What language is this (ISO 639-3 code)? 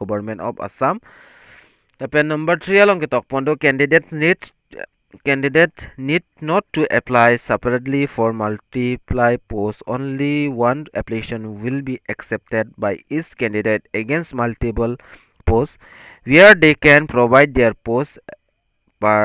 mjw